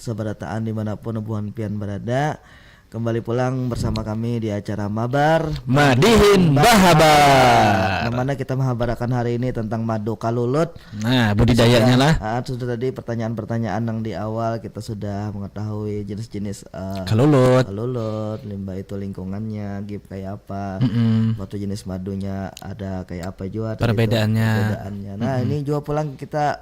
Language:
Banjar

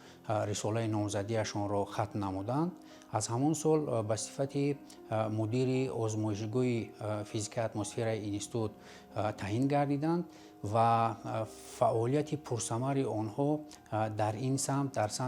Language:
Tajik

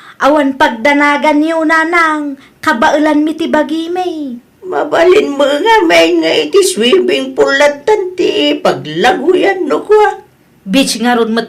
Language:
Iloko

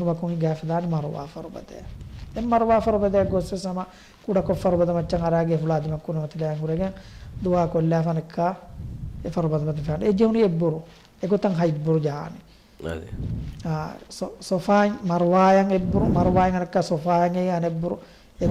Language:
Divehi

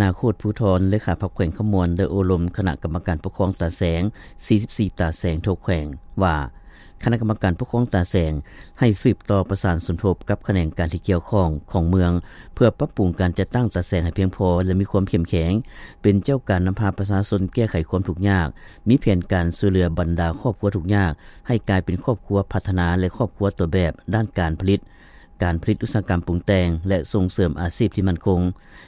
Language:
Lao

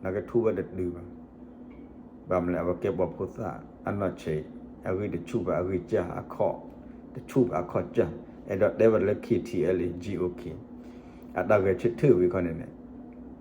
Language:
S'gaw Karen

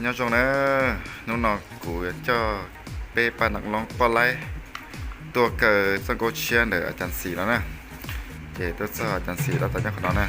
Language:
Hmong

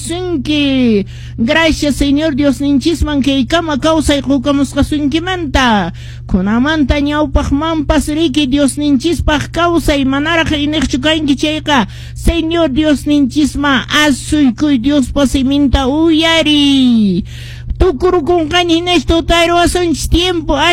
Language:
Quechua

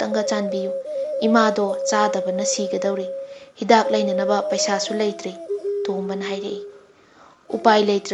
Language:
Manipuri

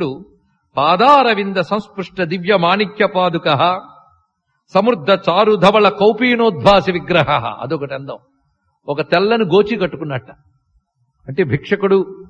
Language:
Telugu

